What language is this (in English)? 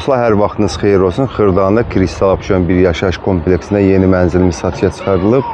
Azerbaijani